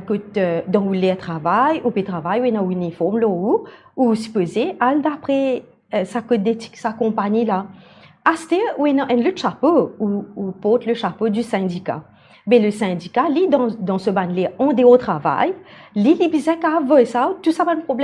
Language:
Morisyen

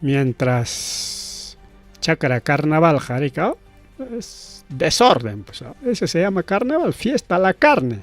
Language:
Ayacucho Quechua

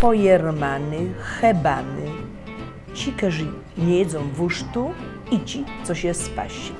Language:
Silesian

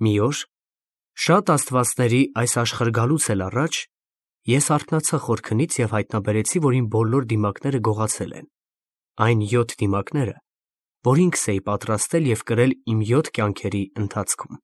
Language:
Armenian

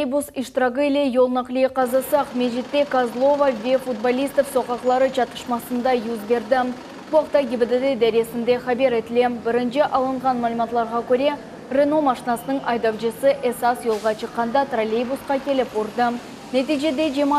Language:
Crimean Tatar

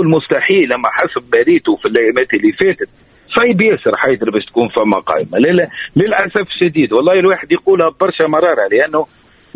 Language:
Tunisian Arabic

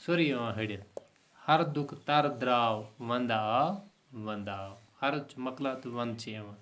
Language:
Kashmiri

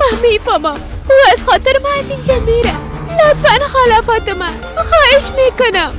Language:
Persian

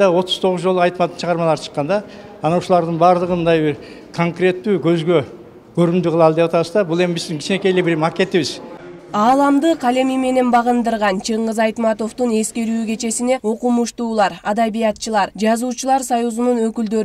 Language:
Kyrgyz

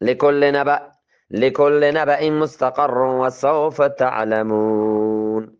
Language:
Eastern Balochi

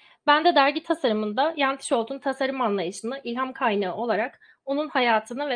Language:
Turkish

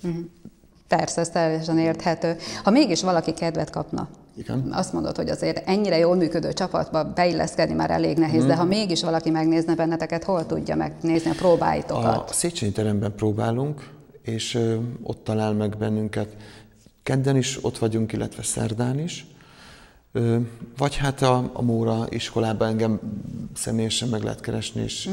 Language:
Hungarian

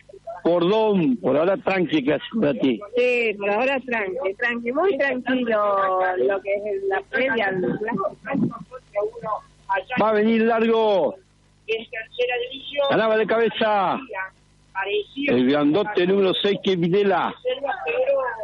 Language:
Spanish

